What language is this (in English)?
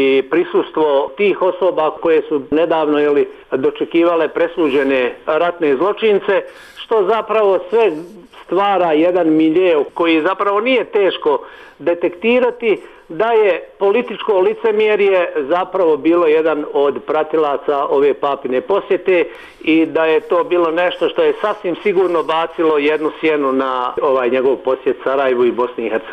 Bosnian